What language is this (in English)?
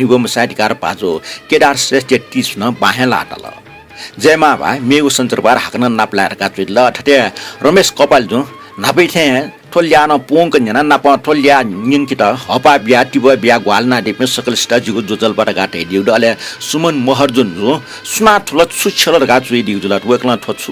Newari